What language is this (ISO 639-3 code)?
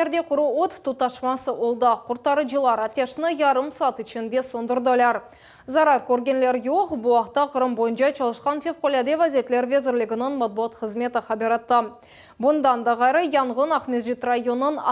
crh